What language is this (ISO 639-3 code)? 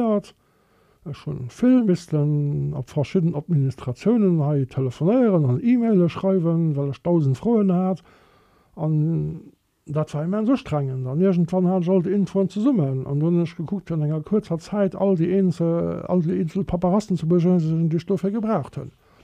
ltz